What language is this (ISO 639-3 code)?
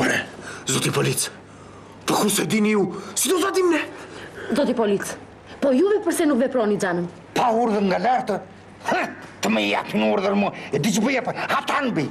sqi